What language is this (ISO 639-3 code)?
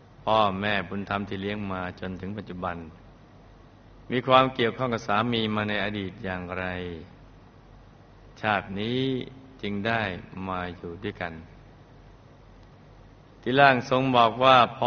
tha